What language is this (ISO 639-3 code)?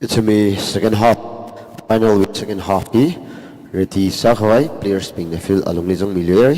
nmf